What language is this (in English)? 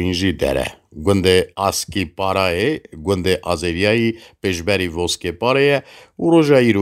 Kurdish